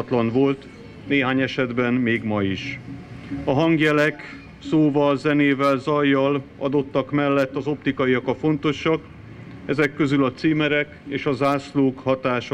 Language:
Hungarian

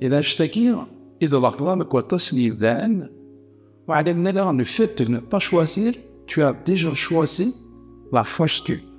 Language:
Kabyle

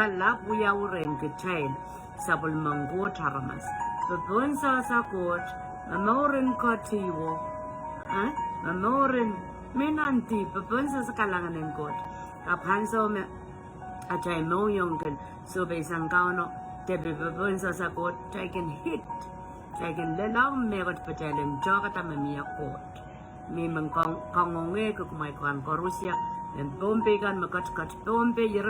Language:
Pohnpeian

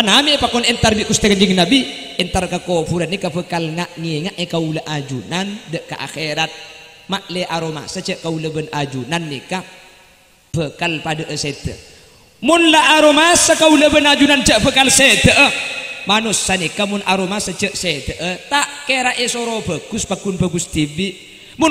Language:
Madurese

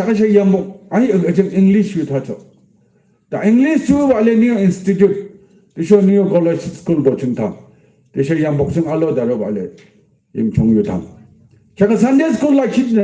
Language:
Yimchungru Naga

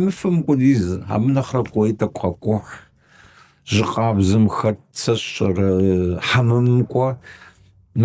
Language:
Kabardian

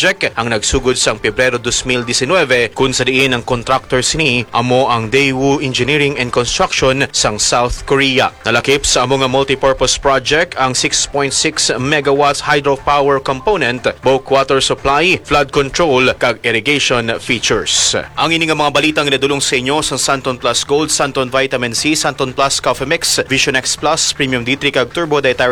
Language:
Hiligaynon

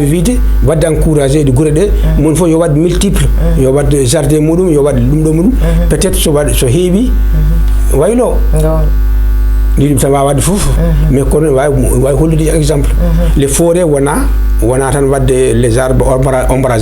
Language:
Fula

